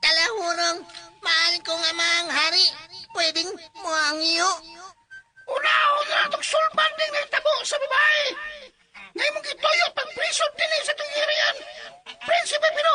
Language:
Cebuano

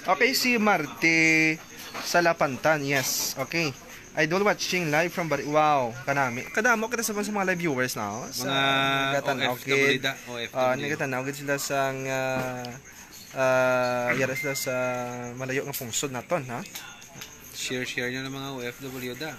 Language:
Hiligaynon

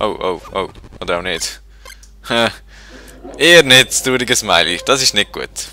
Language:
Swiss German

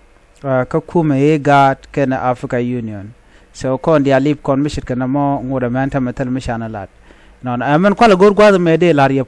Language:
Nuer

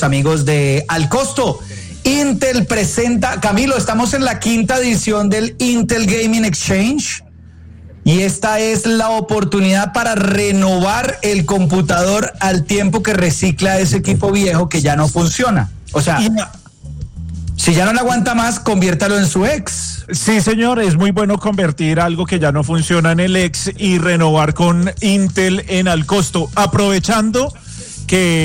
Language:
Spanish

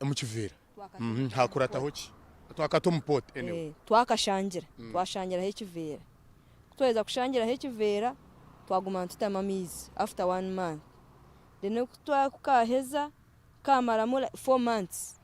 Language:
Nyankole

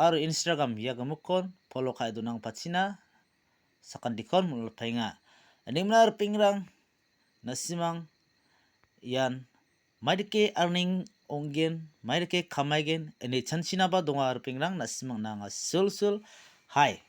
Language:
Garo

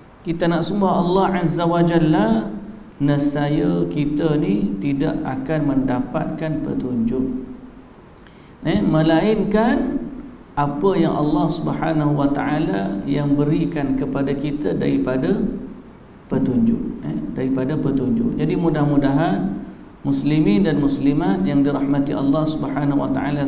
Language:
Malay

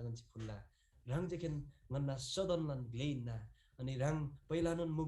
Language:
Eastern Tamang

